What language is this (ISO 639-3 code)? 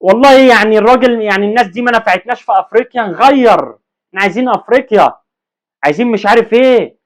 arz